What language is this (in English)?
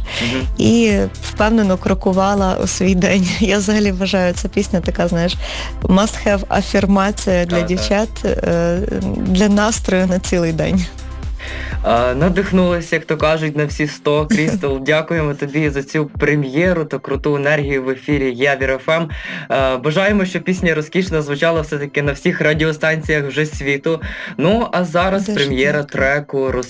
Ukrainian